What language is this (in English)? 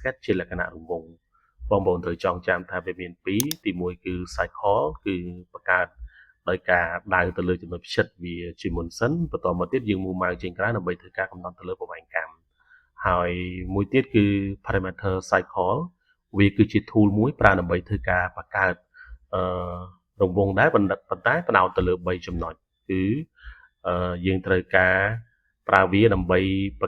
Khmer